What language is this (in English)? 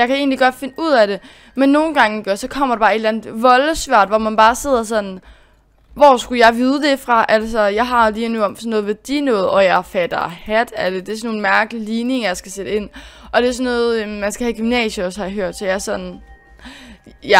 Danish